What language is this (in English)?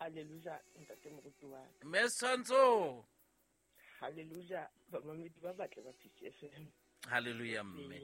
Southern Sotho